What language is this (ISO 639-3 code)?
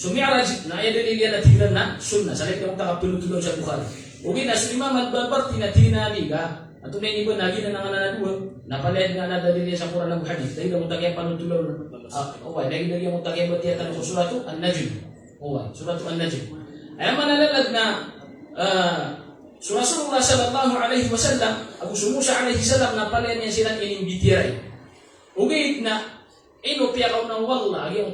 mrw